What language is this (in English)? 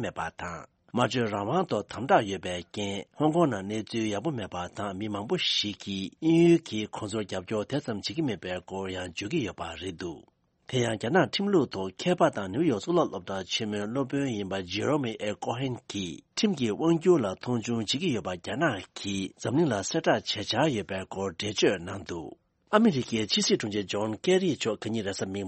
Tibetan